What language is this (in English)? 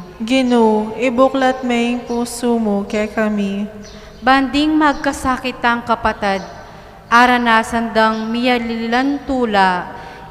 Pampanga